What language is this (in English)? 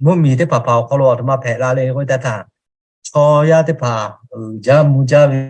Lahu